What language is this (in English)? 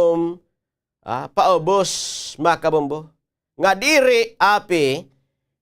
Waray